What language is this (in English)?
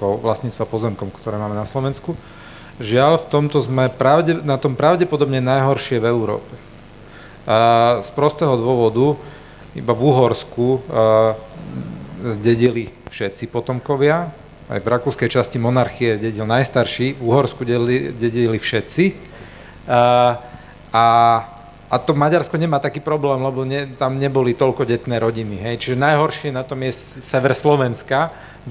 Slovak